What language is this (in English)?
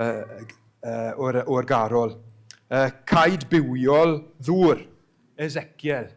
Welsh